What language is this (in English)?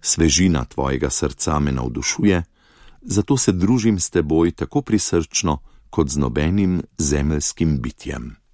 Slovenian